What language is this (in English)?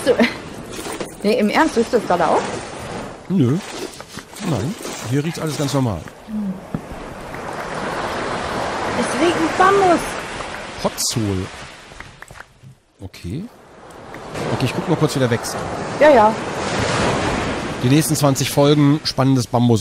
German